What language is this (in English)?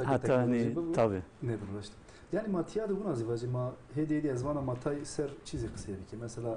Zaza